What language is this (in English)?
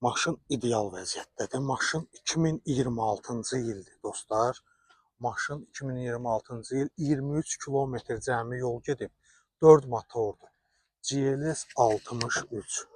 Azerbaijani